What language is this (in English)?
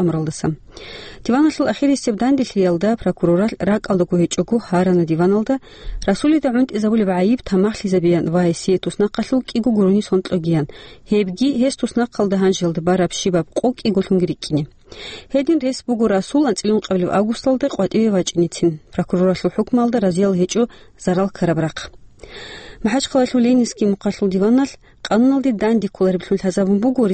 Avaric